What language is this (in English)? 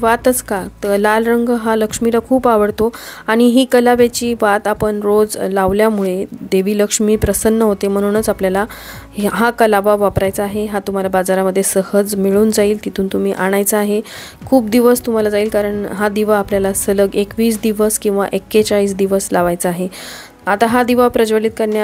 Marathi